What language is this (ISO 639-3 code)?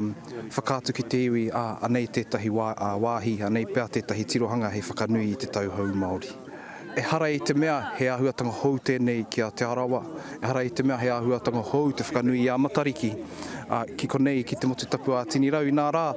mri